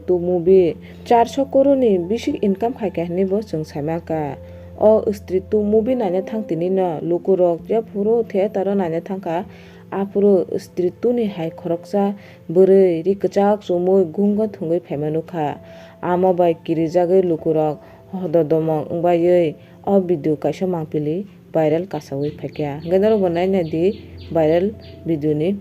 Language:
Kok Borok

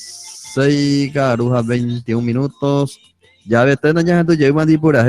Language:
Guarani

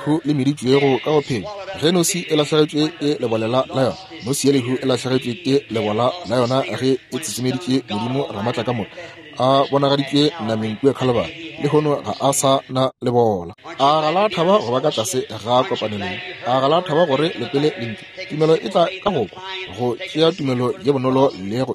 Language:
Northern Sotho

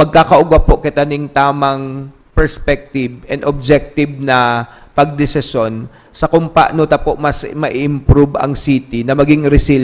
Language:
Bikol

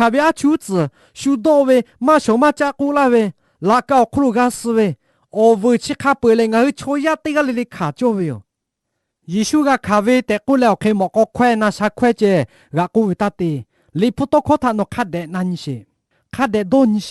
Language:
Lahu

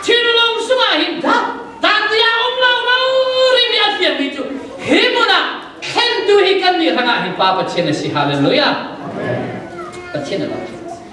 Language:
Falam Chin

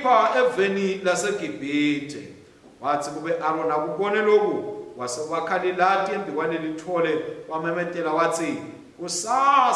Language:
Swati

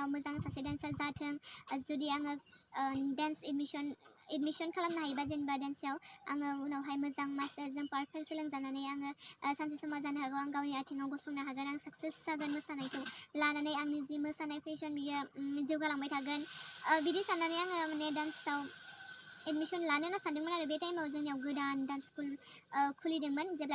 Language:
Bodo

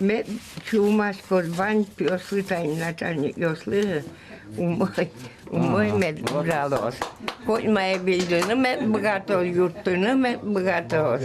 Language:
Udmurt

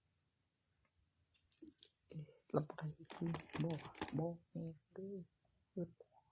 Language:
Northeastern Thai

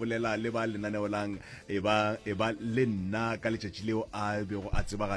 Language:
Northern Sotho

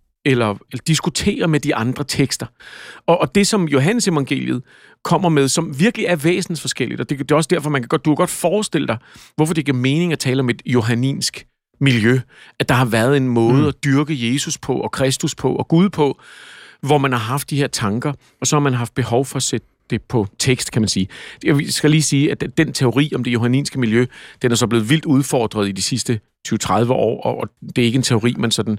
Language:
Danish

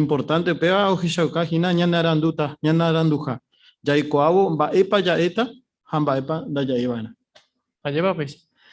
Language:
Guarani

